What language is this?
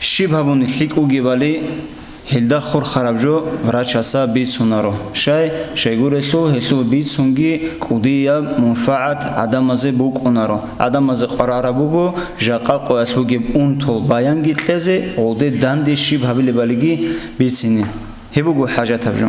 Avaric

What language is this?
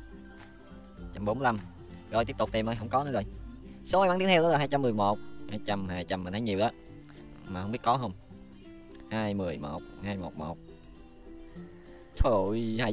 Vietnamese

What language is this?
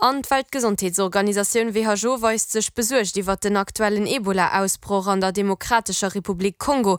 Luxembourgish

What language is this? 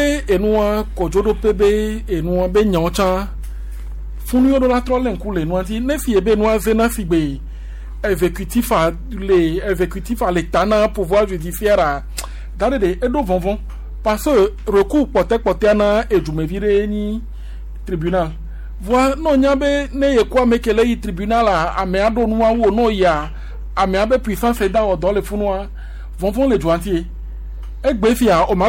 Gen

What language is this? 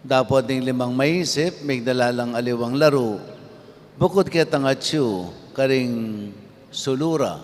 Pampanga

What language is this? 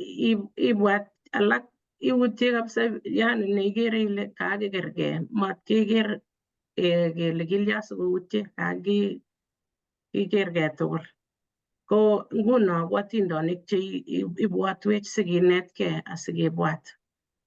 Kalenjin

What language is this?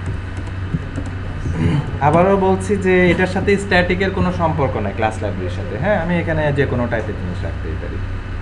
Bangla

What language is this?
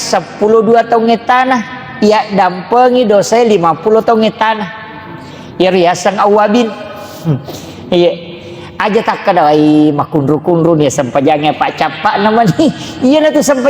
Buginese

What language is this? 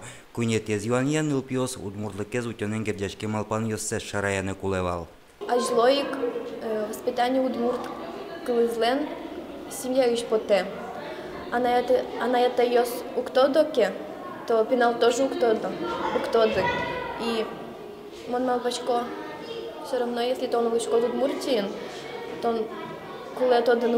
Udmurt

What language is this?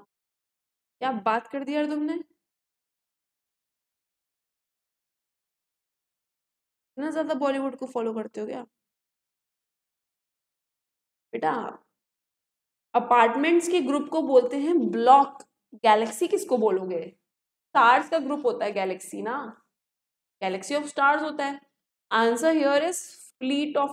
Hindi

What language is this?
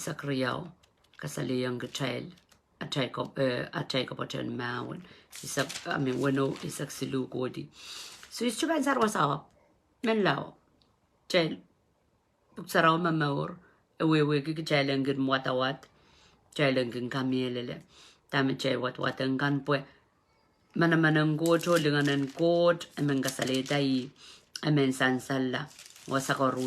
Pohnpeian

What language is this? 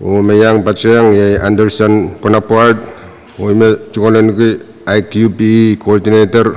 Pohnpeian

